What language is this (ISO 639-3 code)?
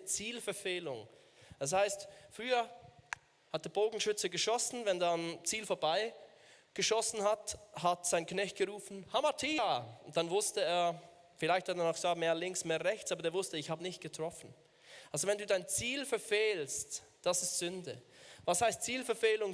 gsw